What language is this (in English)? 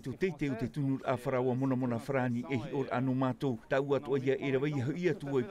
Tahitian